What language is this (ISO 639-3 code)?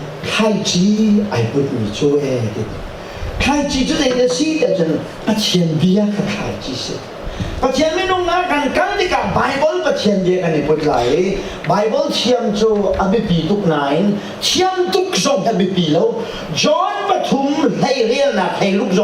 cnh